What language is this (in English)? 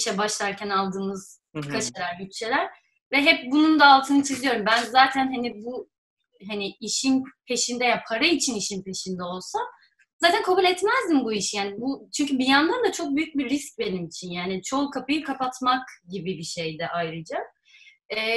Turkish